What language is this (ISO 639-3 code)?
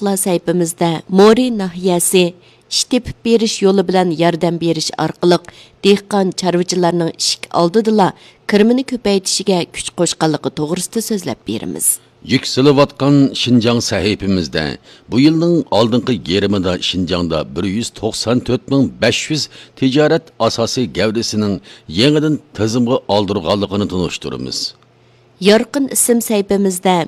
uig